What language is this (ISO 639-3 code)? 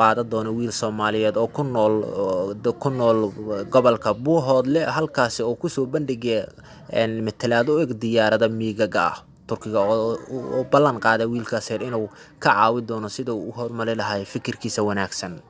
som